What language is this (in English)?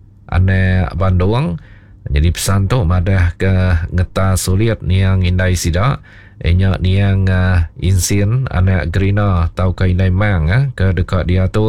Iban